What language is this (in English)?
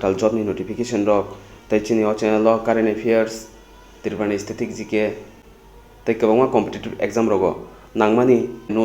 Kok Borok